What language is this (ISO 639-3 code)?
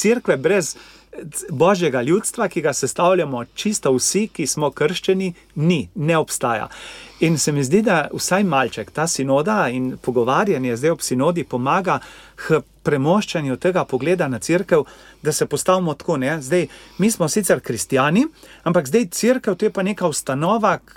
slv